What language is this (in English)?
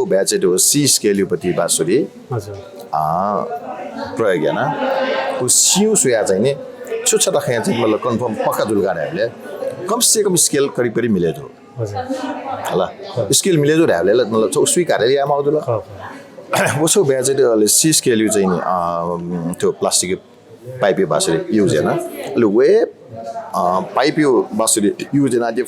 Newari